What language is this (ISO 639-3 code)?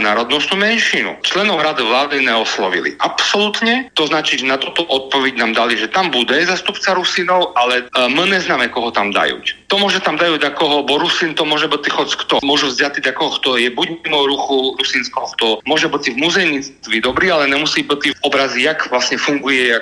slk